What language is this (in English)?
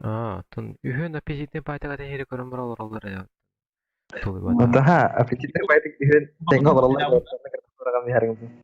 Yakut